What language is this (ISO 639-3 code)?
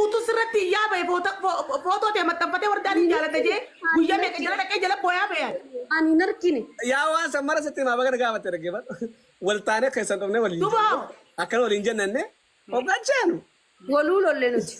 orm